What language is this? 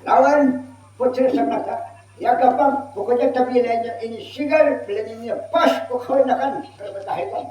Banjar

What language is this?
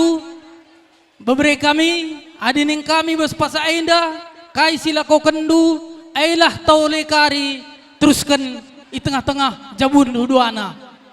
Batak Karo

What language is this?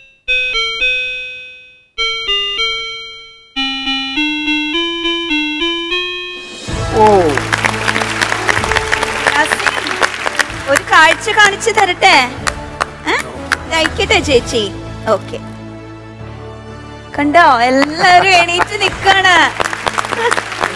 Malayalam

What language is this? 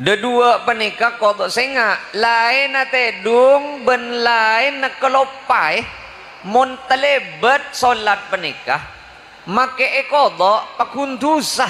Madurese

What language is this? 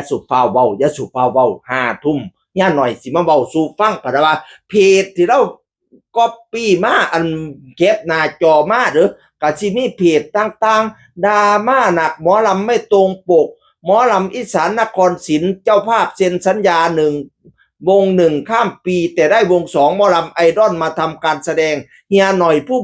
Northeastern Thai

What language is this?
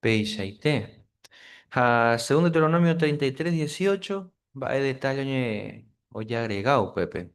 Guarani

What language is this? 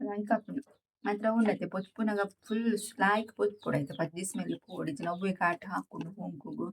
Tulu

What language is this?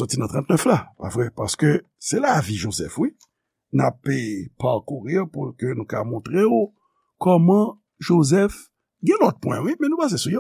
Haitian Creole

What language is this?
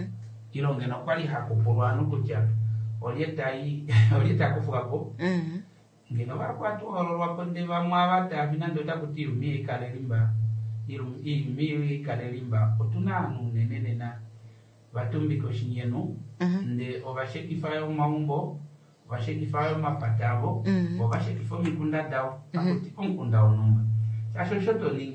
Kuanyama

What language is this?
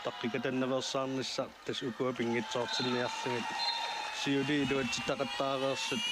Kalaallisut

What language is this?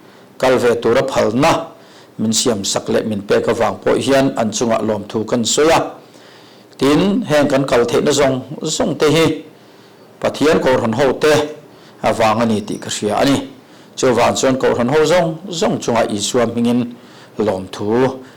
Mizo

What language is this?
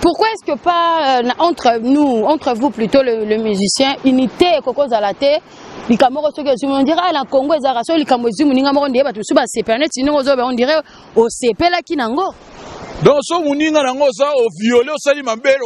Lingala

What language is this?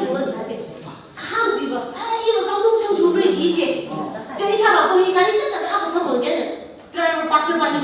Tangkhul Naga (India)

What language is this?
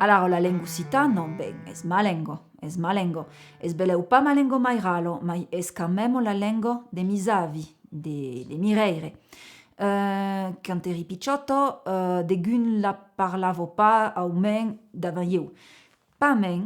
Occitan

